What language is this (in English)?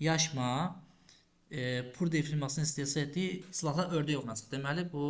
Azerbaijani